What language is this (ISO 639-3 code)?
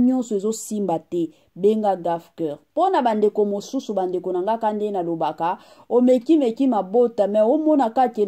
lin